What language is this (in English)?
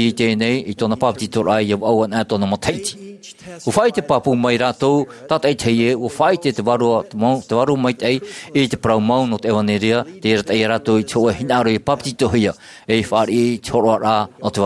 Tahitian